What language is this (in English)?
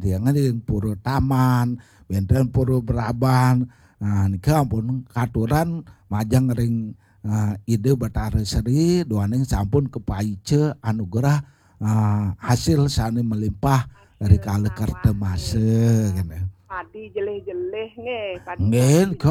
Balinese